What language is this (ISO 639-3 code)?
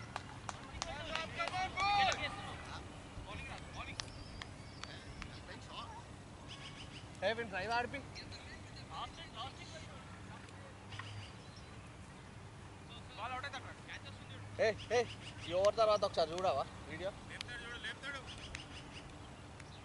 tel